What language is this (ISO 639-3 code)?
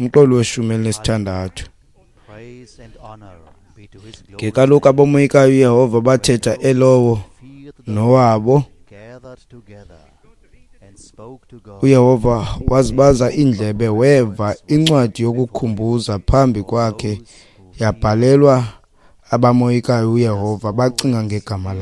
xho